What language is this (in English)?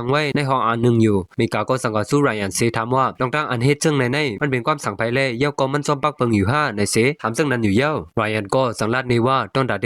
Shan